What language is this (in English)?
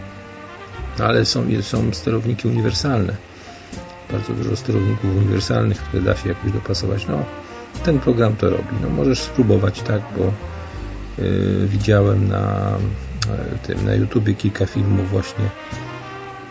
Polish